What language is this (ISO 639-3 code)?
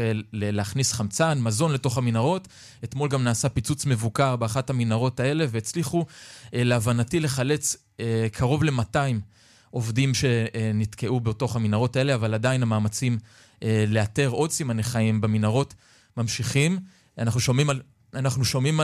heb